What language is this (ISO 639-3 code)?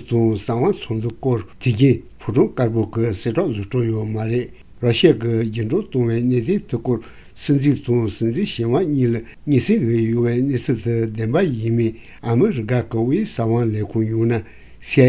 bod